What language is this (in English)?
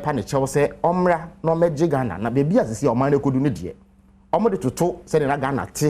Akan